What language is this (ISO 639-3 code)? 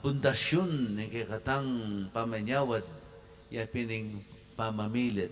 pam